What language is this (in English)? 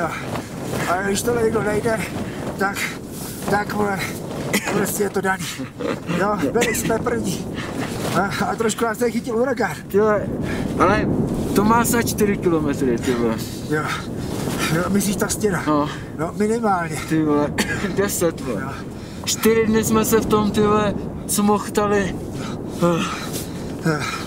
Czech